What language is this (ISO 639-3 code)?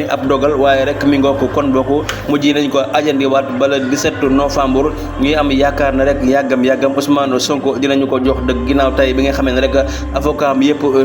wol